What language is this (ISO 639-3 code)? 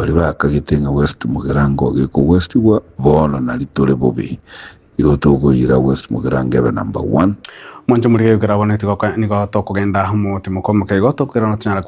guz